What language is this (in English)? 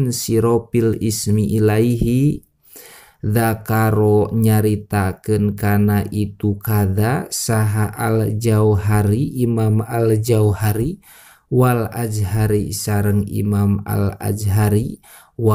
Sundanese